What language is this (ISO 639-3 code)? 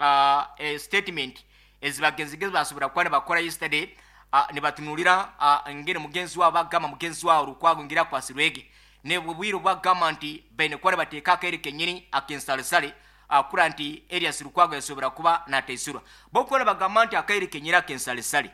nyo